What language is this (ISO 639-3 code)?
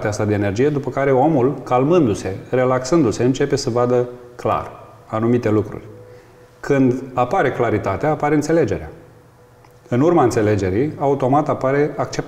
ron